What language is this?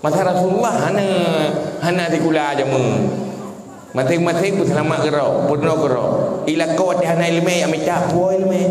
Achinese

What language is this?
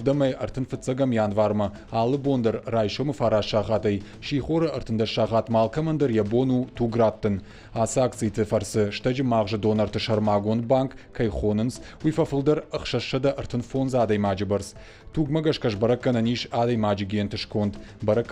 Ossetic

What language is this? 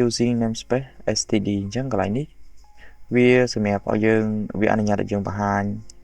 Khmer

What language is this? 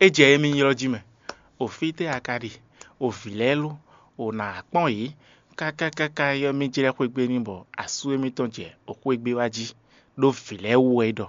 Fon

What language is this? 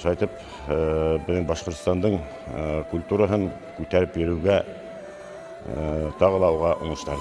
Bashkir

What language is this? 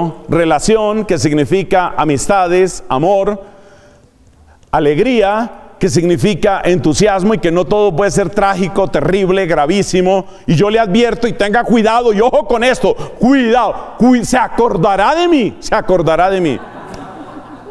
Spanish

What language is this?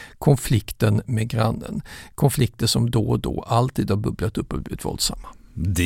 Swedish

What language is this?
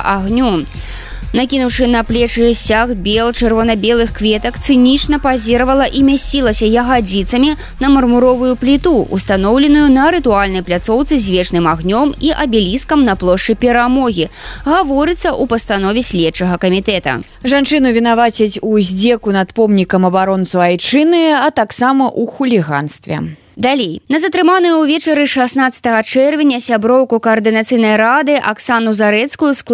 Belarusian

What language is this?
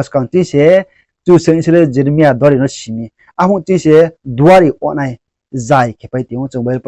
Riang (India)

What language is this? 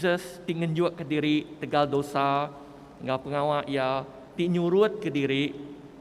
Iban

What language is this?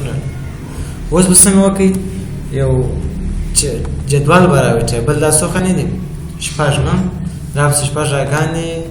Pashto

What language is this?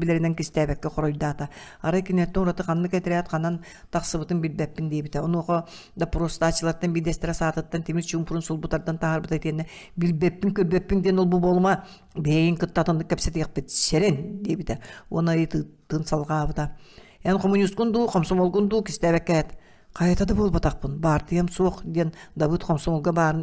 Yakut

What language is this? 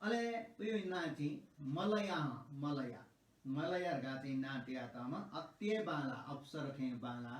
Newari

